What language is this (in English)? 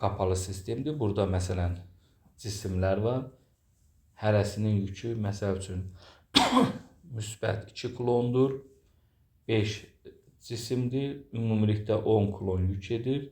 Azerbaijani